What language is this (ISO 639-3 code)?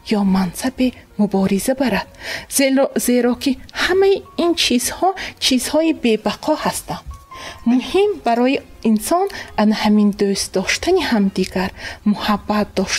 tgk